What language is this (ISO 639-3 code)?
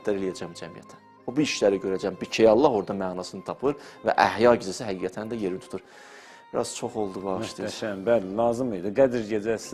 aze